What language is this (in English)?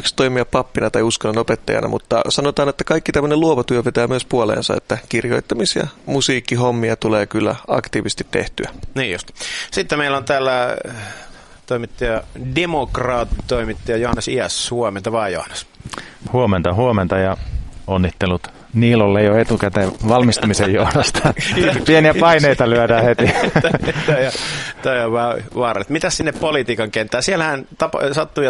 Finnish